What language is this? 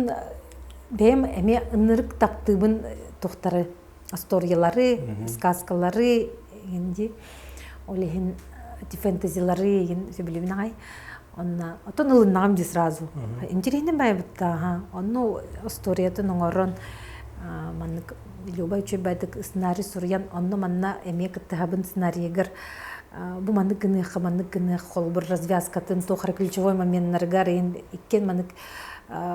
Yakut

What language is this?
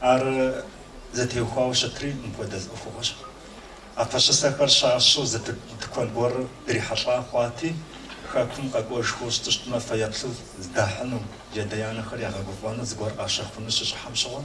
Kabardian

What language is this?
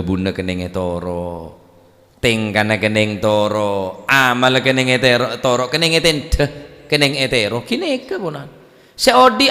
Madurese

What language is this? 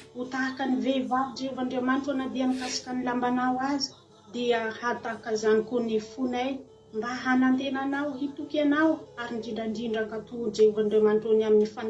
Malagasy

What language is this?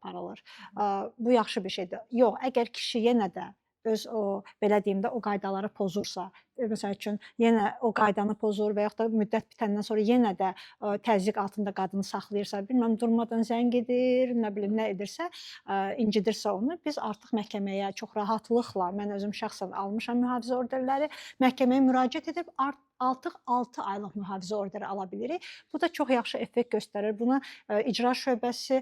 Azerbaijani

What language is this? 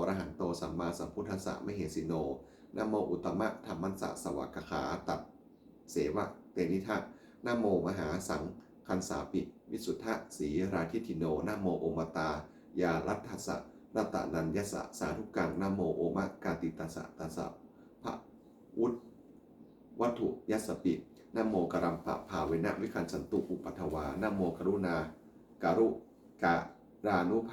Pali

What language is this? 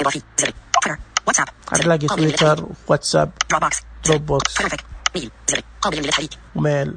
Najdi Arabic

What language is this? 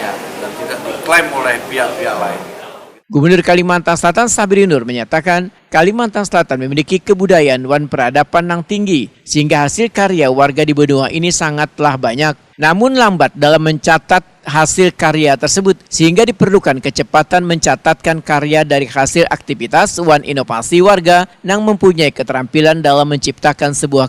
Banjar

